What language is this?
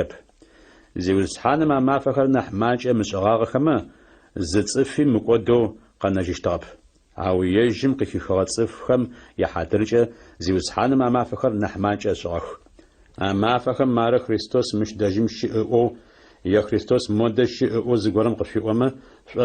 Adyghe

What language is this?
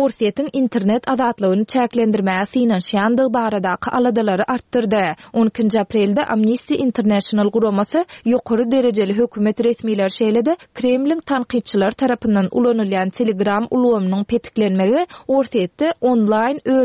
Turkmen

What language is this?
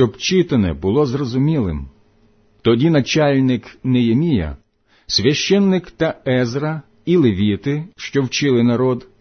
Ukrainian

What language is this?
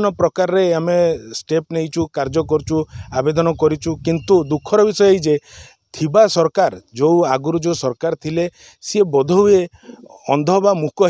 Odia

